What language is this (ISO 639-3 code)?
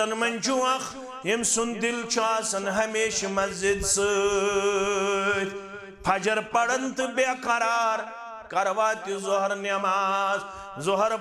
kas